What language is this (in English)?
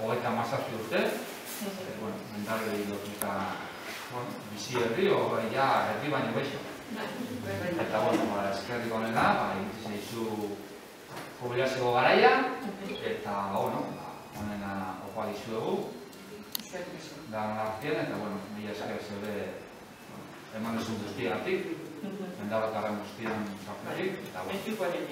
Basque